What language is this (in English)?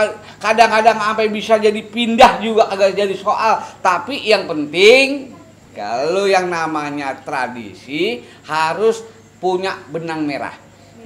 Betawi